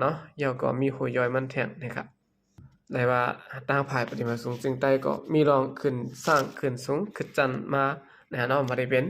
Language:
Shan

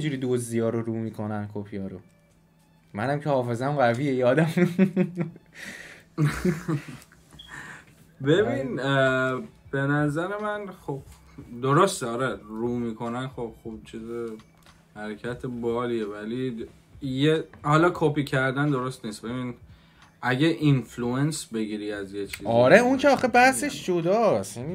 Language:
Persian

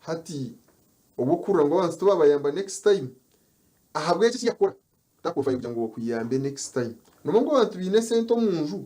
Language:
Nyankole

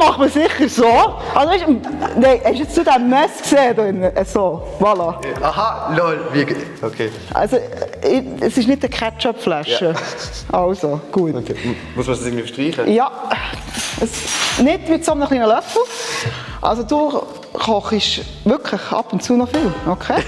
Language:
Swiss German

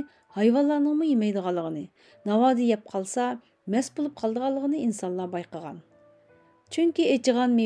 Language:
Uyghur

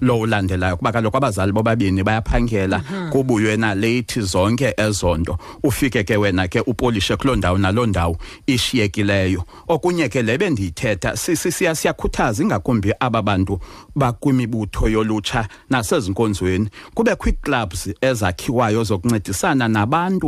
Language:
Xhosa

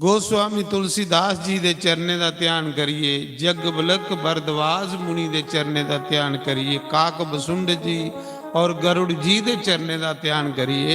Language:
Dogri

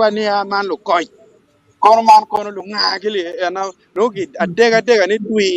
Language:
Acoli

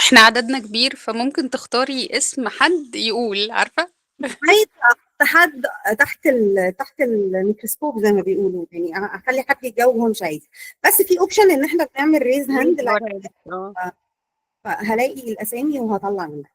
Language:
Egyptian Arabic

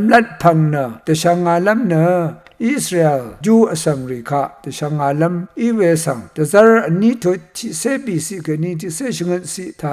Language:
Rawang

